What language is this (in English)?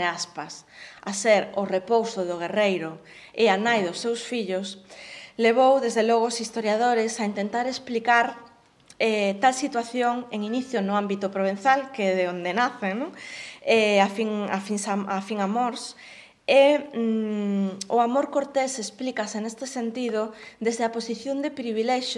Galician